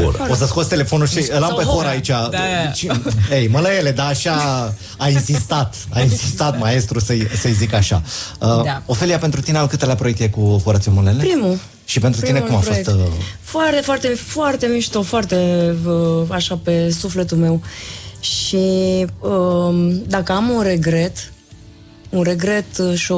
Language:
Romanian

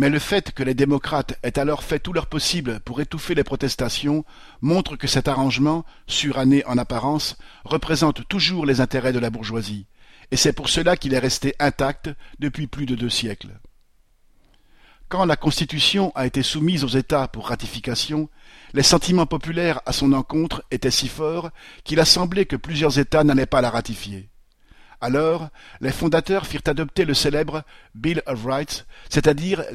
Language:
French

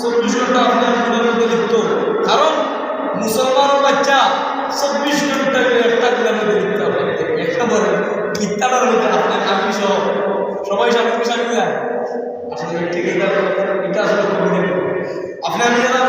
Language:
Sylheti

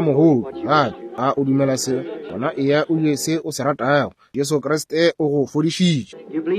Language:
Northern Sotho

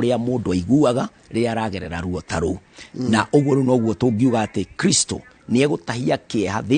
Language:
Kikuyu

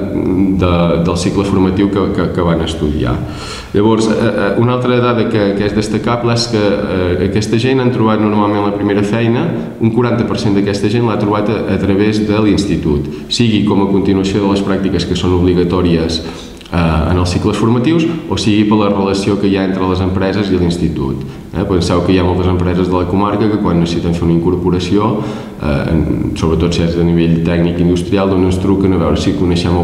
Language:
Catalan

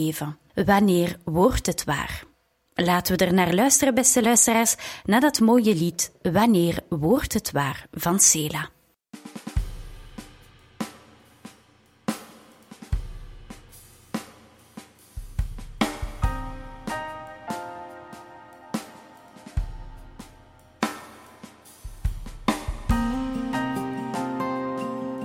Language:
Dutch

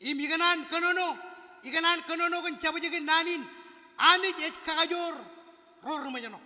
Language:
Marshallese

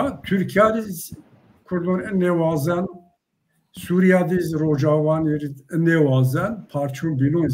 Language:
Zaza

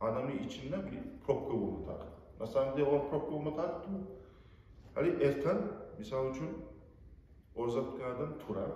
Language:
Kumyk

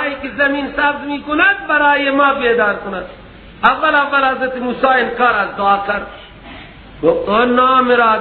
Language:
Persian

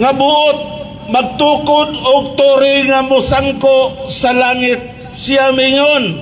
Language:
Cebuano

